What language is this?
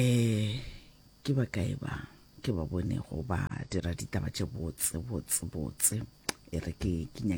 Northern Sotho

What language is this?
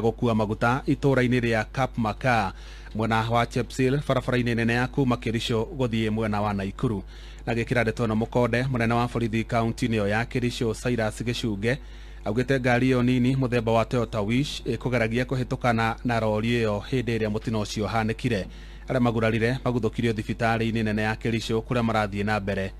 Kikuyu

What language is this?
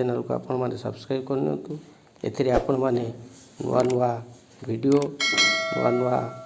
Odia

